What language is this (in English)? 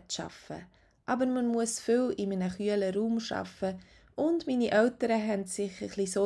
Swiss German